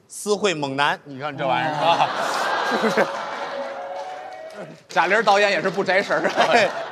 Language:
Chinese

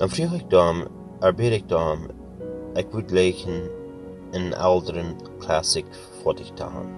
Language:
Plautdietsch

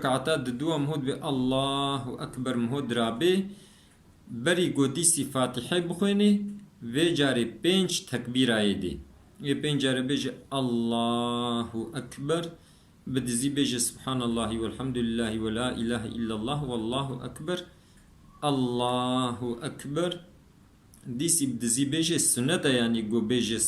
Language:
Kurdish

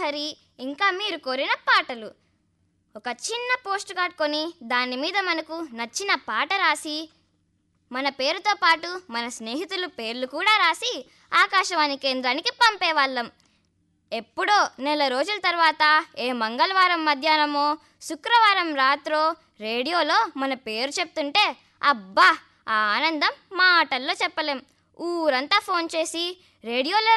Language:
Telugu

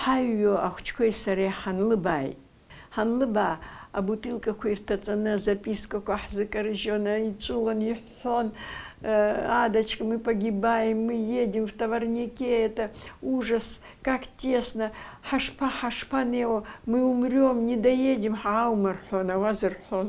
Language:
Abkhazian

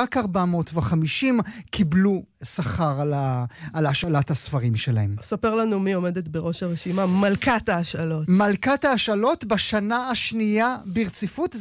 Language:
Hebrew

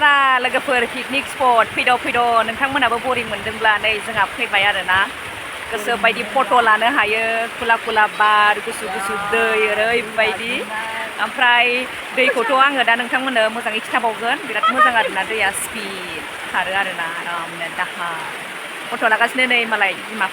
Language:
Bodo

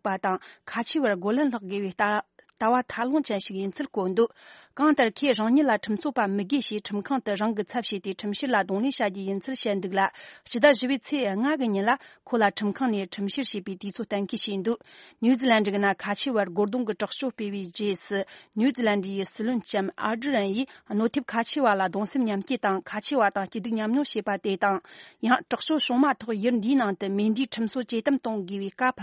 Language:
Tibetan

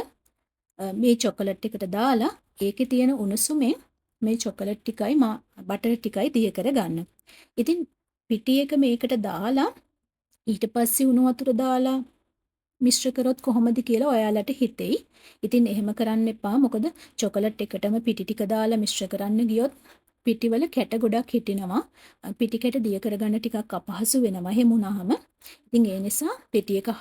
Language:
Sinhala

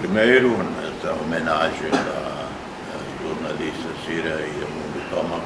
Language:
Tetum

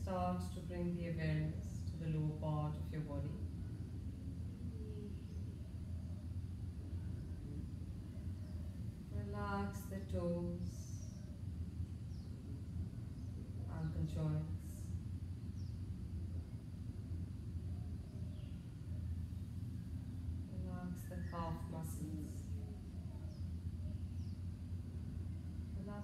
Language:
English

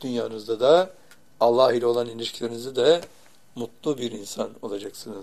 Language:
Turkish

